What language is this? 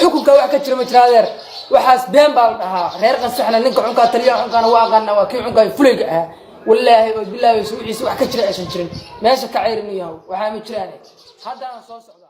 Somali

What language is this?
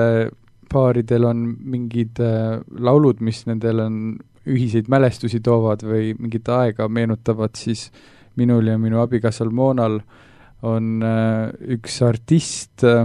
Estonian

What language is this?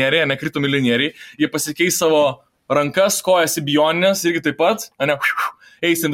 Lithuanian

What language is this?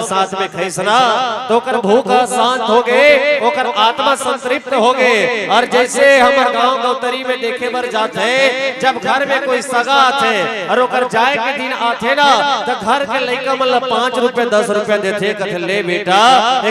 Chhattisgarhi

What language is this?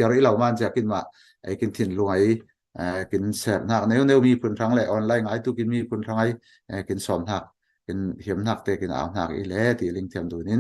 Falam Chin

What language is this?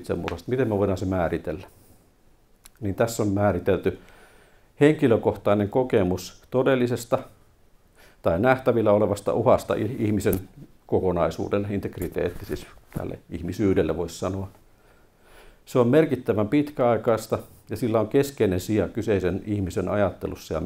Finnish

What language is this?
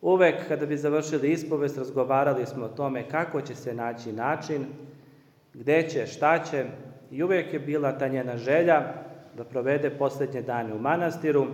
Serbian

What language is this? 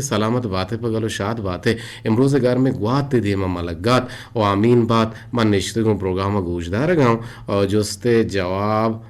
Eastern Balochi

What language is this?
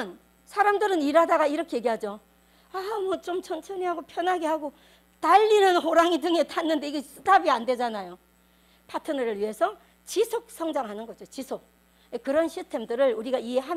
Korean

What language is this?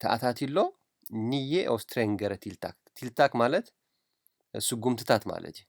Tigrinya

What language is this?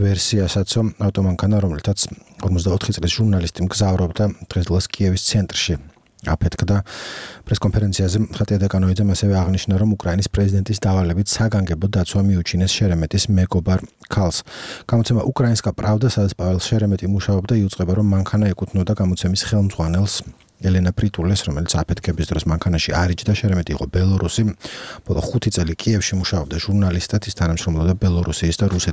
Georgian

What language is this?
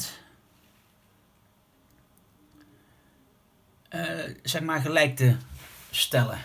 Dutch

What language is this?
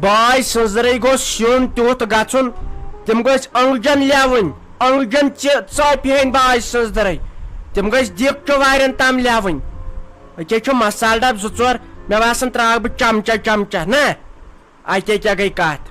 Kashmiri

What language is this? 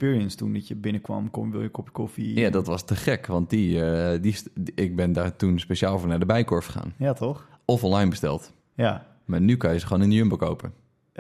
Dutch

